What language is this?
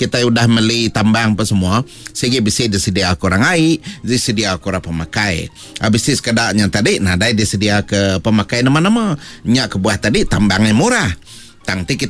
Iban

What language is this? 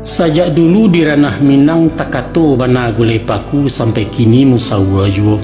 Minangkabau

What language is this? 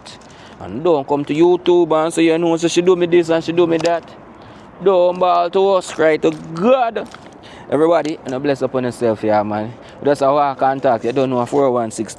Jamaican Creole English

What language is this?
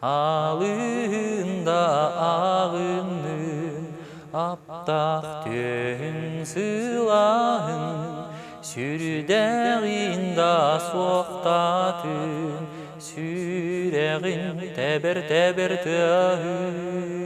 Yakut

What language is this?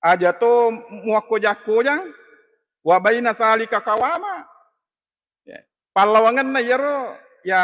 Buginese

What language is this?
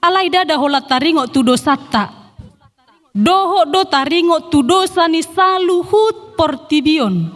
Batak Toba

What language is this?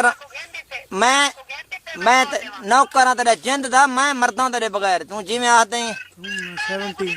Saraiki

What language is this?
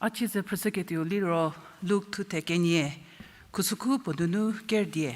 Angami Naga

